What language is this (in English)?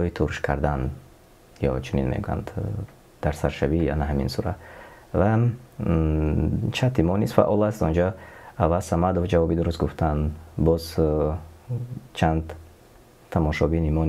Tajik